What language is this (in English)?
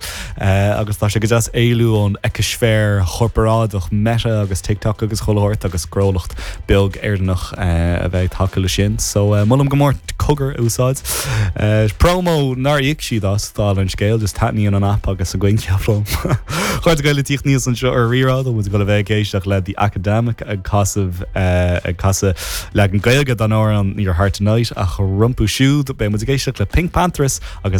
Irish